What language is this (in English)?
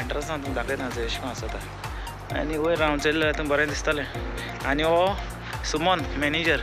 Konkani